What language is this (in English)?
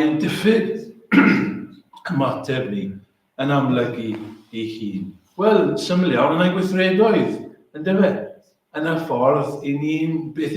Welsh